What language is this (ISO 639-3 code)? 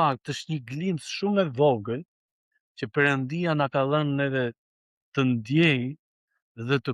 sqi